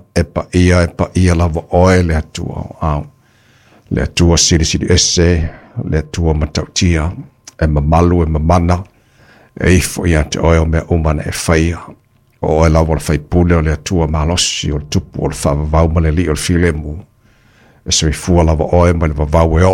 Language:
Samoan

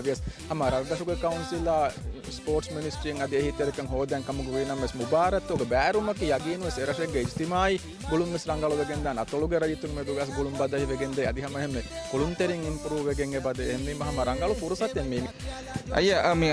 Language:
Divehi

